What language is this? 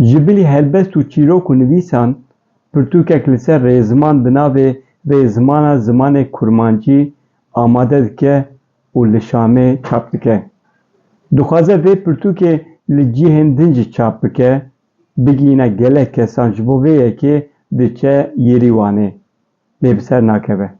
Kurdish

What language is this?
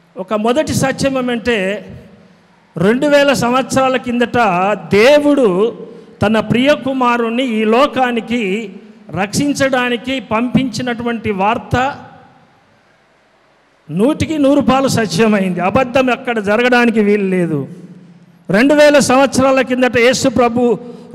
Telugu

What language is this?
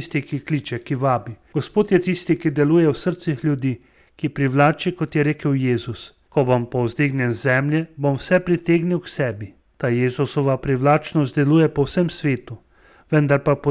Slovenian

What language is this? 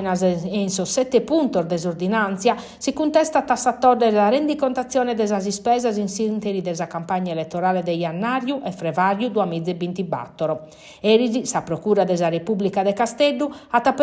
Sardinian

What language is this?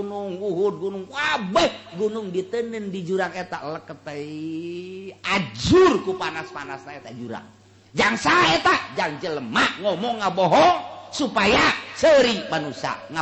Sundanese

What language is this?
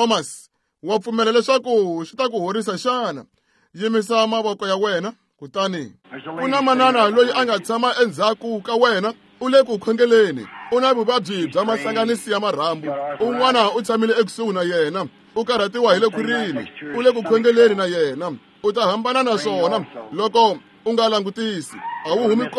Tsonga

